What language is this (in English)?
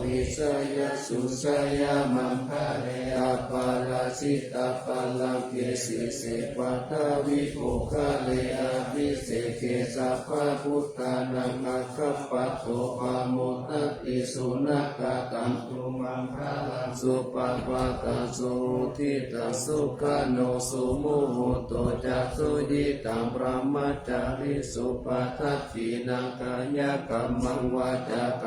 Pali